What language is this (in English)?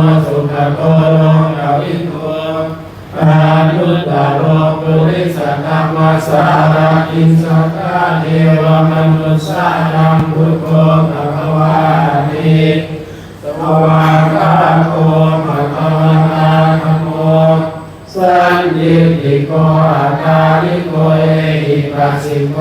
Pali